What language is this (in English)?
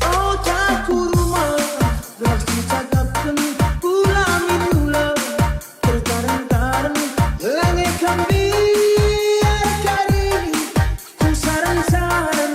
Batak Karo